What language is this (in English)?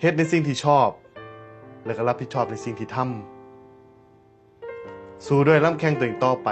Northeastern Thai